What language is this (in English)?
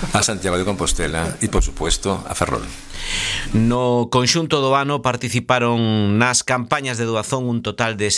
Galician